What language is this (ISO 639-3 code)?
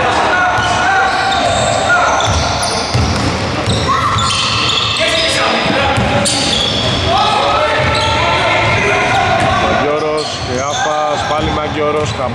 ell